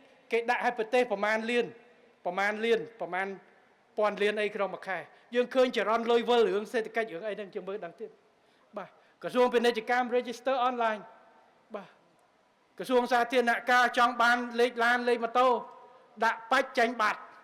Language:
Khmer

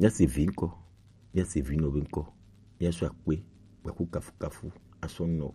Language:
Gen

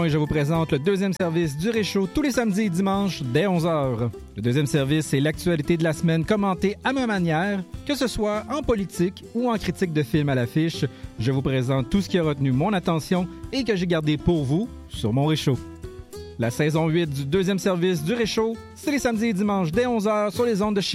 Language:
French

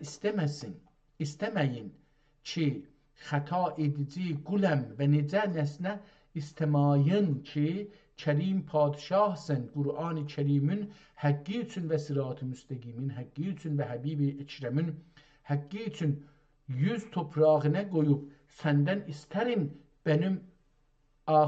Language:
South Azerbaijani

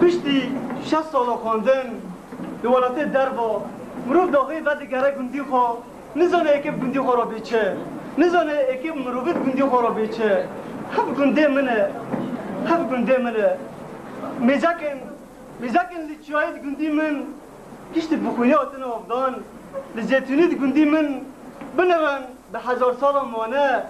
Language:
Kurdish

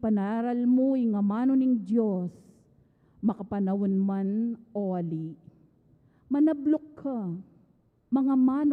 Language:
Pampanga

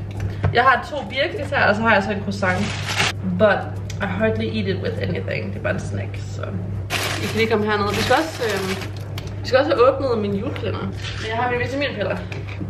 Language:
Danish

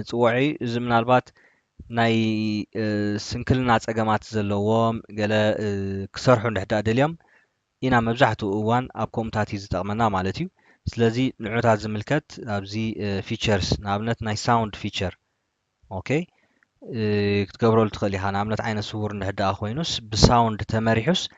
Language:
Tigrinya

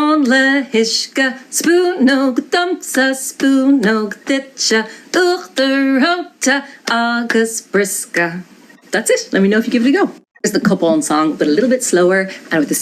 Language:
Irish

